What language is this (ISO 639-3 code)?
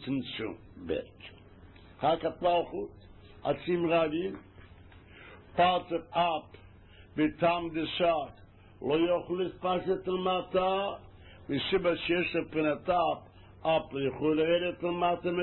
heb